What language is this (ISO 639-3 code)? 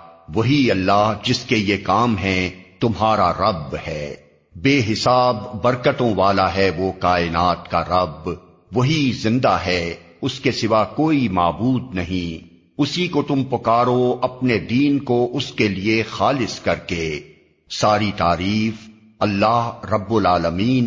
urd